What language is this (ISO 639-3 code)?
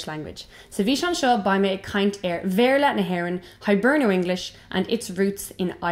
gle